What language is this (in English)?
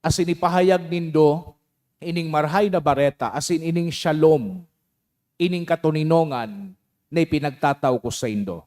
Bikol